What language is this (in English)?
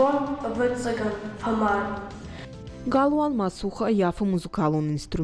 Ossetic